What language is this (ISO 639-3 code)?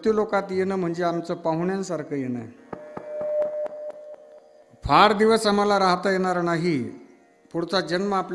mar